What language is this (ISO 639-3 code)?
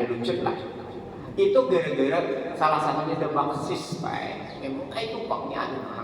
bjn